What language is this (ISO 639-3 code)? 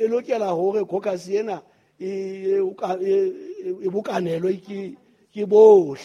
sot